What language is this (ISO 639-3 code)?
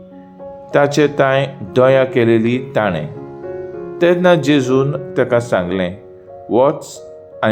kok